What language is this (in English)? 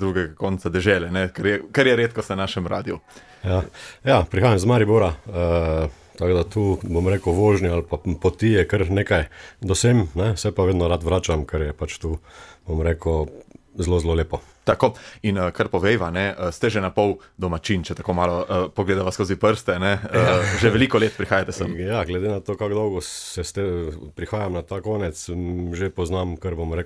Slovenian